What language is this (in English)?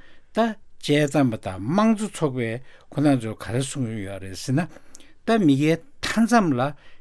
Tibetan